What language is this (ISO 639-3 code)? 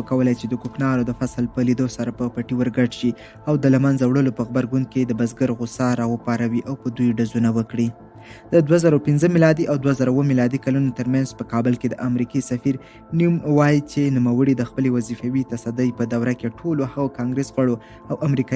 pus